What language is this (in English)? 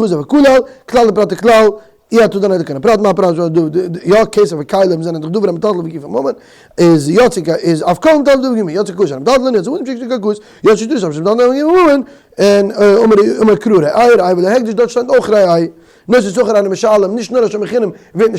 Yiddish